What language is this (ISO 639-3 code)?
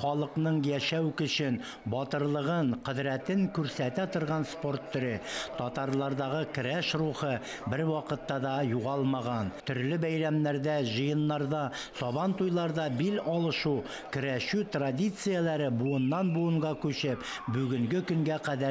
tat